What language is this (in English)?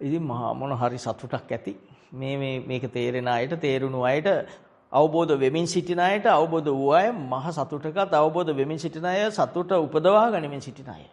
Sinhala